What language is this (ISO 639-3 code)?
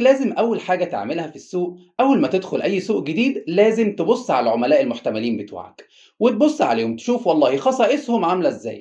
arz